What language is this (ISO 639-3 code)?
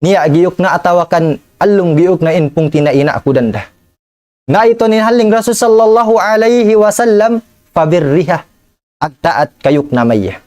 tsg